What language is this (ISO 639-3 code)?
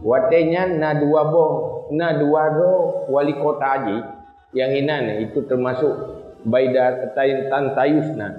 ace